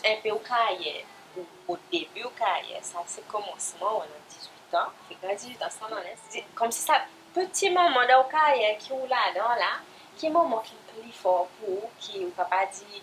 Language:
Seselwa Creole French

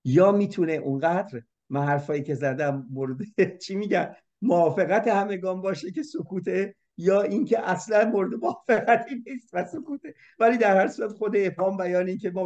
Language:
Persian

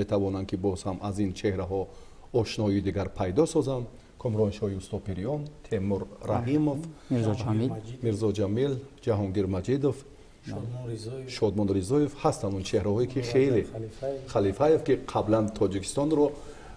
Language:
Tajik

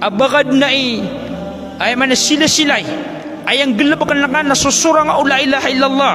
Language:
Maranao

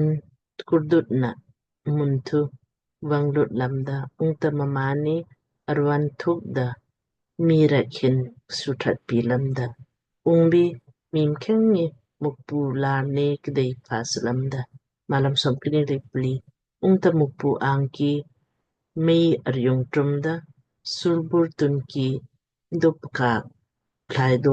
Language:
Lamkang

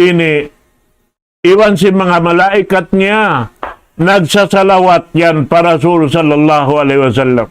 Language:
Tausug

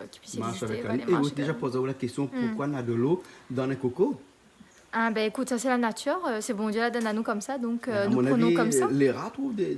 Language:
Réunion Creole French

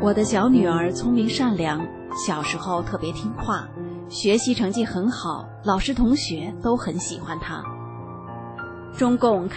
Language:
Chinese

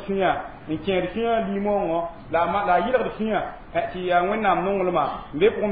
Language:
Mossi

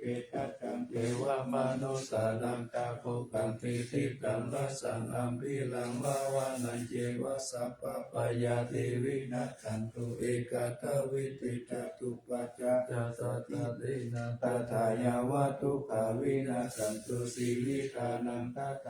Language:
Pali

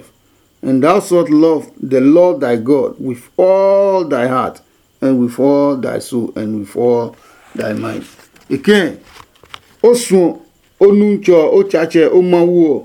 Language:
Adangme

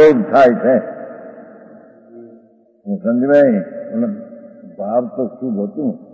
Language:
Gujarati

